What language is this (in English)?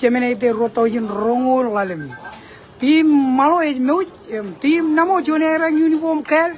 Marshallese